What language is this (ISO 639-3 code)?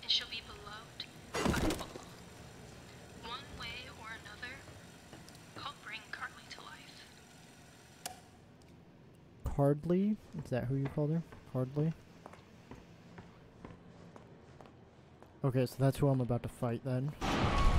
eng